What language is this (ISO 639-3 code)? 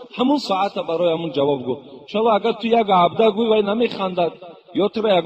tgk